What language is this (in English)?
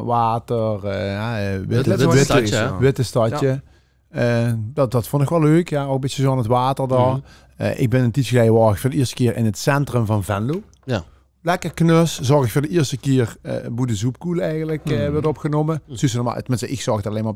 Limburgish